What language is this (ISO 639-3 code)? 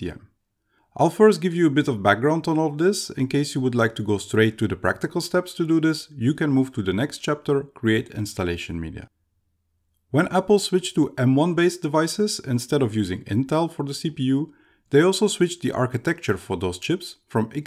eng